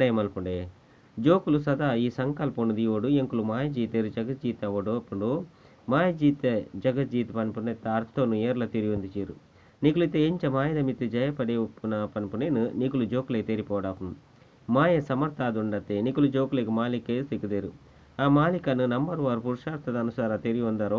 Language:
Tulu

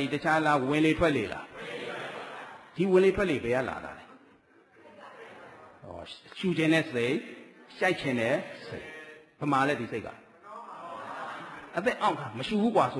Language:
Burmese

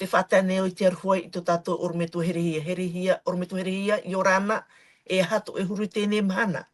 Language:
Tahitian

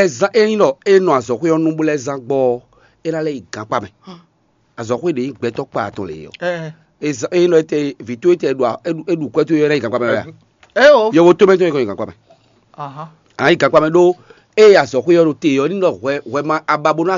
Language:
Fon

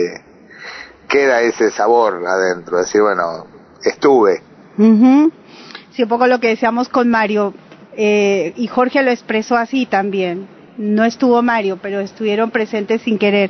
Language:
Spanish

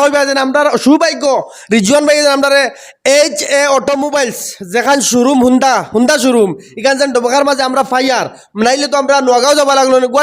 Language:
Sylheti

